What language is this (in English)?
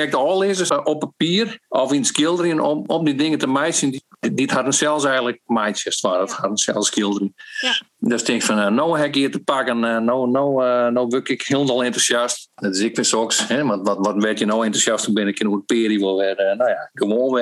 Western Frisian